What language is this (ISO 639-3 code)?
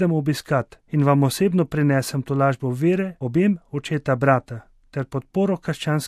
slv